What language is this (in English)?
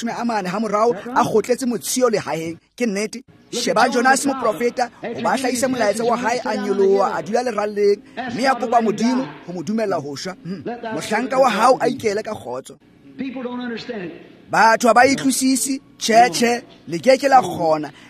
Tswana